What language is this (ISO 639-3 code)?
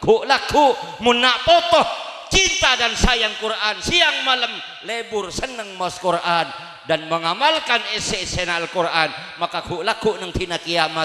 mad